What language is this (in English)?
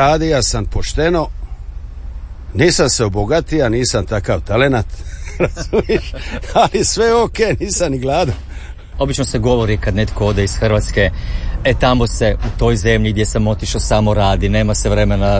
Croatian